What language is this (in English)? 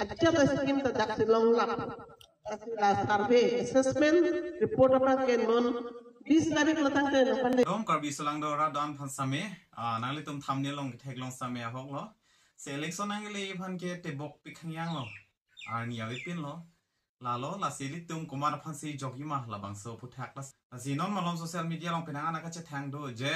Karbi